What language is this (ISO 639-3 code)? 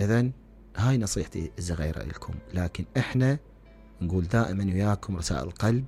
acm